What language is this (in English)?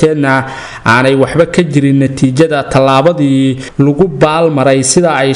Somali